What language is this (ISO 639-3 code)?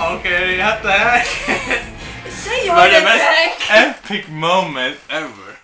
fao